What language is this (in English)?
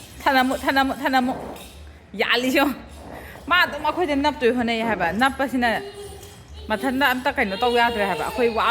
Manipuri